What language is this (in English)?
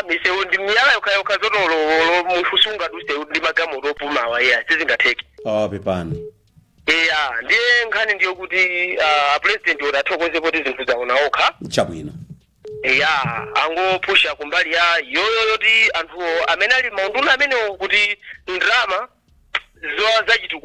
Nyanja